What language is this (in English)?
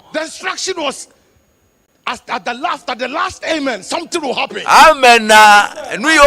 Ewe